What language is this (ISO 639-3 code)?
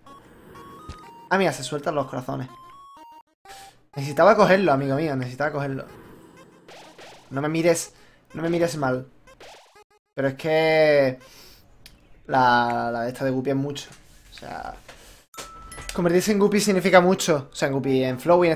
spa